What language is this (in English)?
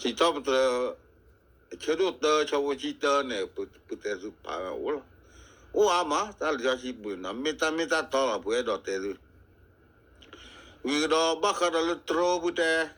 S'gaw Karen